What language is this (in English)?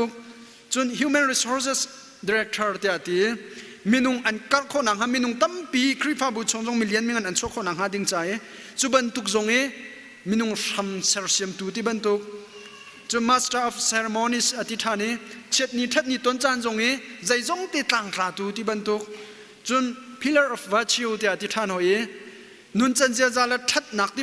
Hakha Chin